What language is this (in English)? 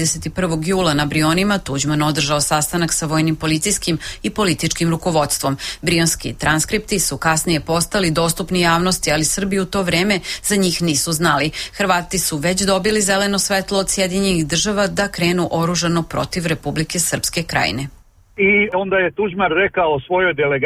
Serbian